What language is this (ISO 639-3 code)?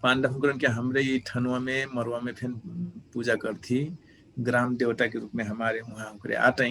thl